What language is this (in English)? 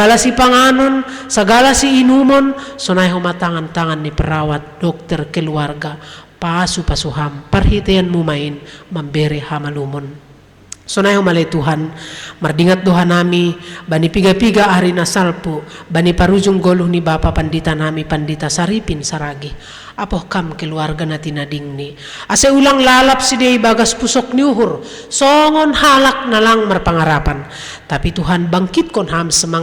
Batak Simalungun